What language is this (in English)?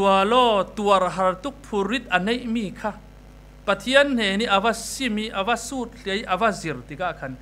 Falam Chin